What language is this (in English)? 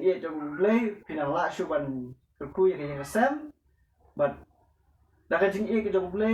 Khasi